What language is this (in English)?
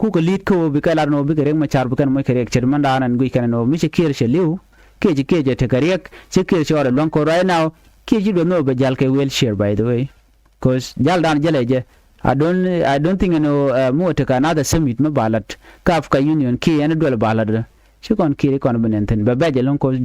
Nuer